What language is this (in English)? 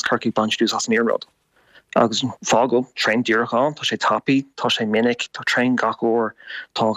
Irish